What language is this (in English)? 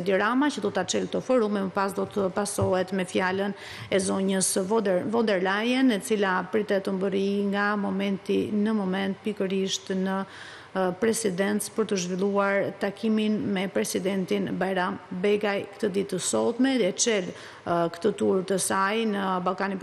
Albanian